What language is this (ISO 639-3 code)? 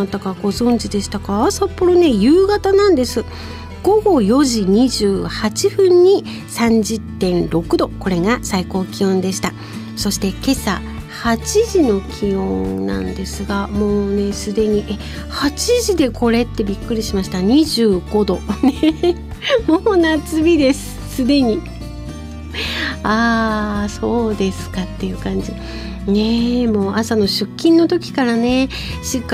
jpn